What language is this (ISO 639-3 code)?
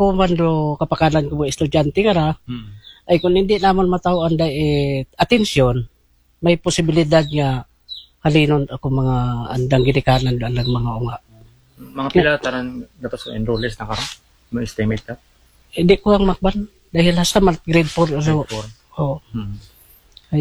akl